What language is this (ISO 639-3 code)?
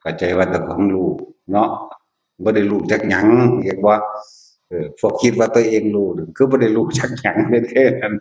tts